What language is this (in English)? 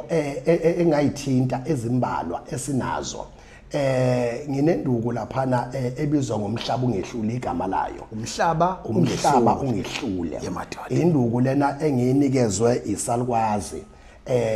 Zulu